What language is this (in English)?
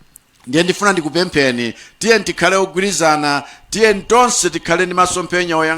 Nyanja